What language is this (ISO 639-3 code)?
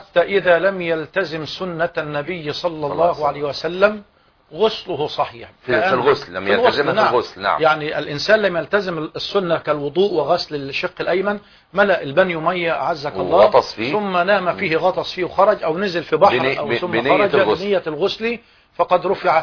ara